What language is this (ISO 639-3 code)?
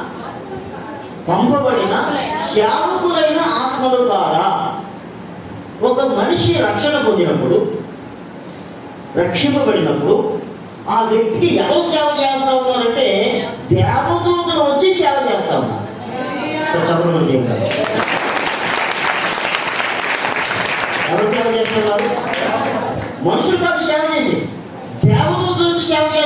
tel